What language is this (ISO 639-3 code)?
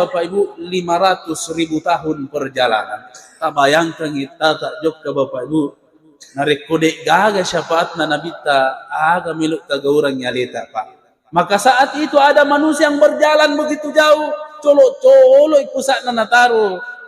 bug